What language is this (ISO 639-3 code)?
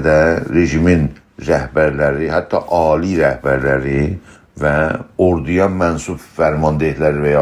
azb